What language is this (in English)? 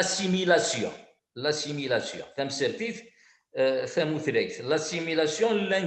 Kabyle